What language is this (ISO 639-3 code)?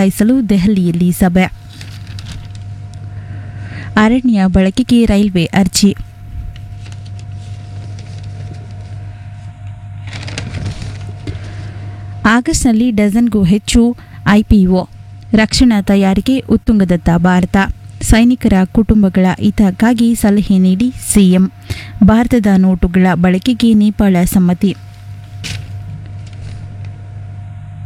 kan